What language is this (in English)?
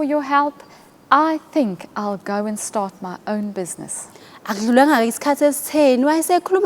Zulu